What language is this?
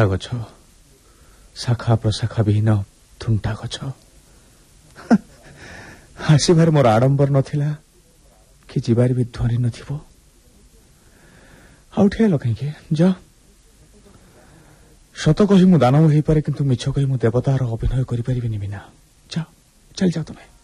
Odia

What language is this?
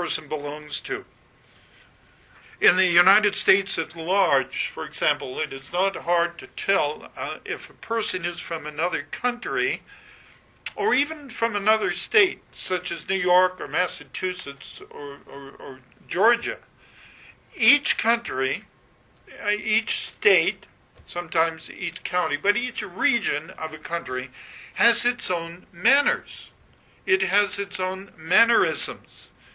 English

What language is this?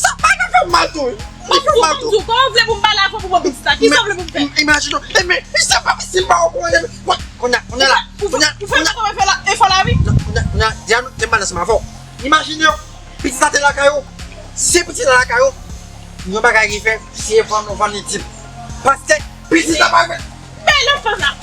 Haitian Creole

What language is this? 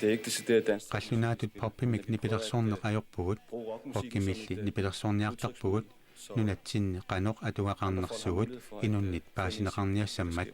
Kalaallisut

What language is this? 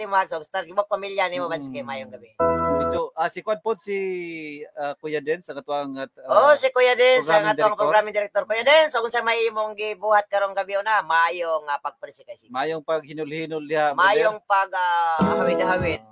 Cebuano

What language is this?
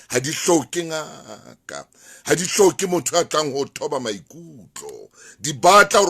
Southern Sotho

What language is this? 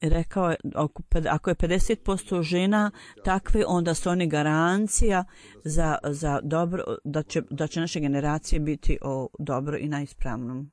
Bosnian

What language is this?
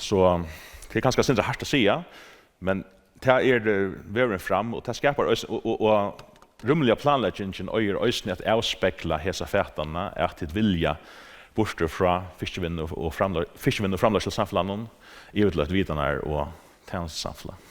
Faroese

